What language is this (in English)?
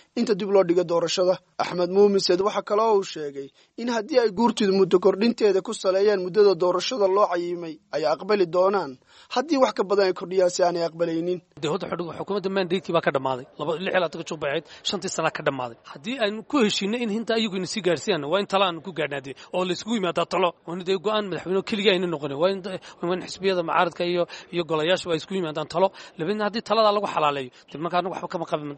Somali